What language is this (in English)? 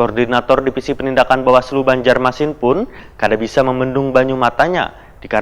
Banjar